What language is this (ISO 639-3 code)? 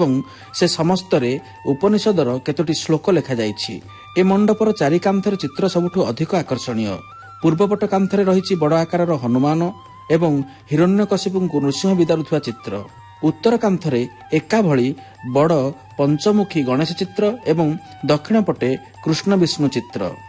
ori